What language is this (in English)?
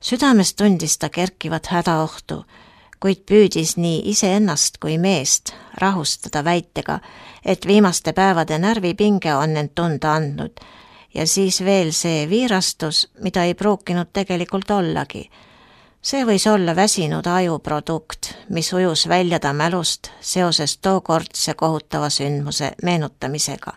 Estonian